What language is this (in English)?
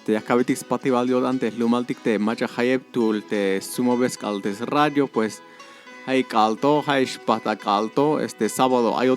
Tzeltal